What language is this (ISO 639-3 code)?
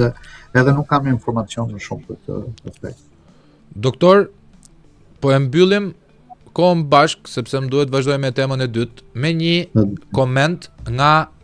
sqi